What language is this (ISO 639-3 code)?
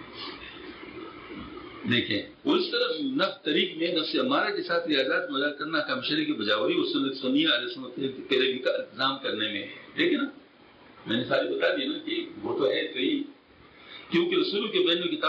urd